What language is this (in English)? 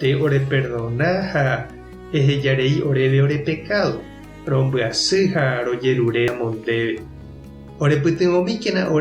Guarani